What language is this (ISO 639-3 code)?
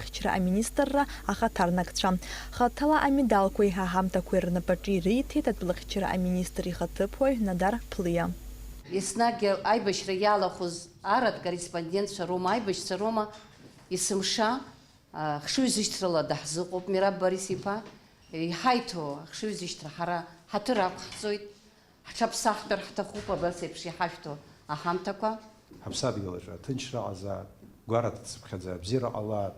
abk